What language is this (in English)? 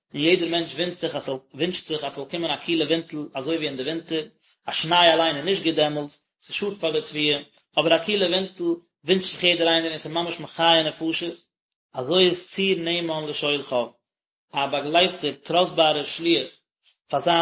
Yiddish